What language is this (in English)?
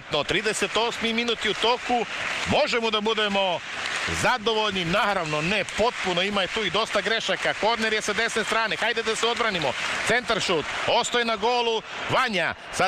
Serbian